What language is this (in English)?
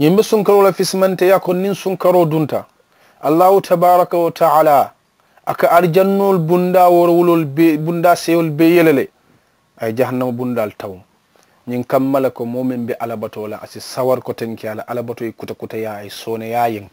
Mandingo